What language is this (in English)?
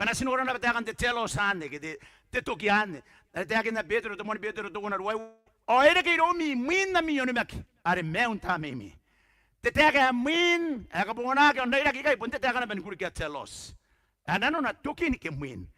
Gilbertese